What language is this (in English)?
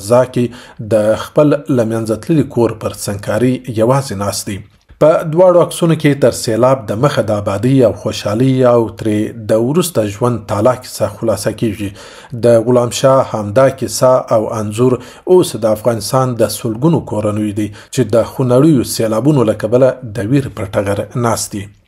Pashto